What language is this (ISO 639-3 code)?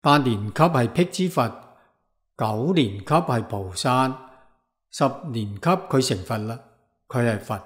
yue